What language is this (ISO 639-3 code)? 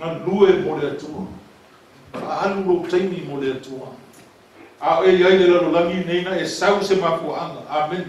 smo